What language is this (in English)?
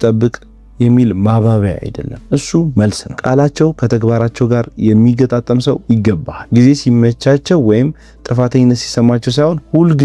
Amharic